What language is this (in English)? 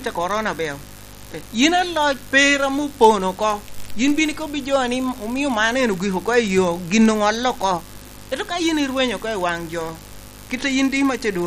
Lango (Uganda)